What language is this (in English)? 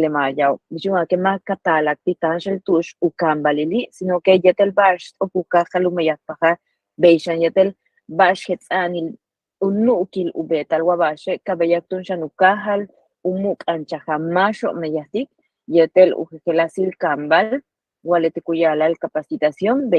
Yucateco